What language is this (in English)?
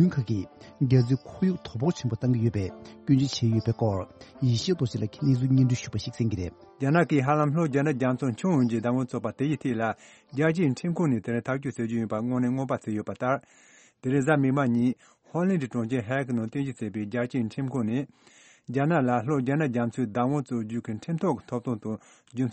Tibetan